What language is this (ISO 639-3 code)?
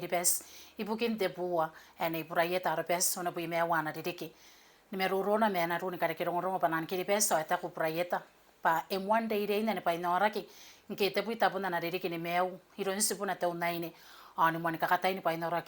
gil